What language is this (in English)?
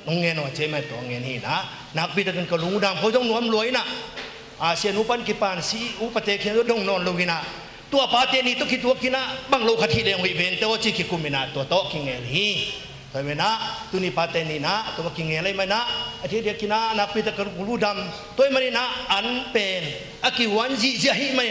Tedim Chin